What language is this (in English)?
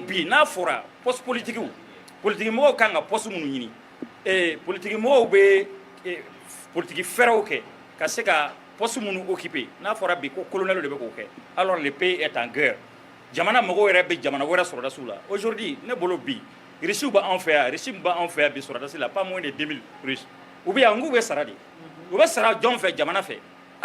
Bambara